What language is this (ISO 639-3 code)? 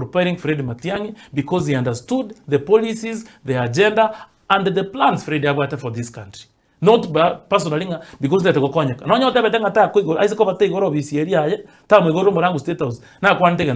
guz